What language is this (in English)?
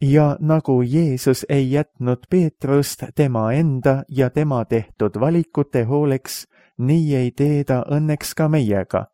Estonian